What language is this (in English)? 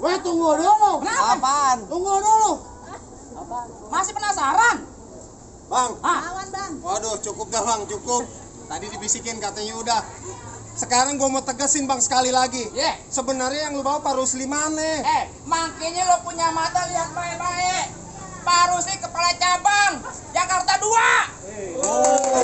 Betawi